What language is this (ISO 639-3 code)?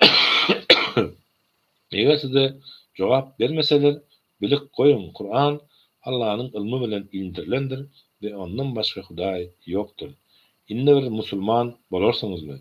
tuk